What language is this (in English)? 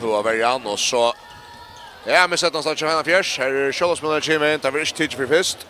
Faroese